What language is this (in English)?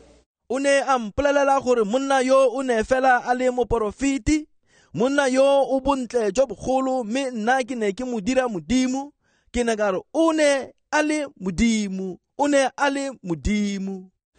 Tswana